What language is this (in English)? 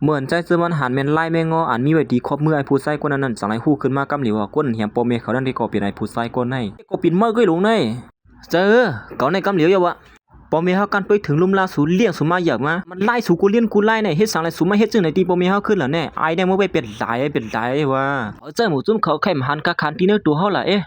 Shan